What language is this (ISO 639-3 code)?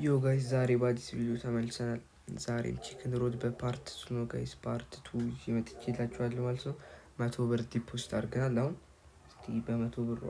amh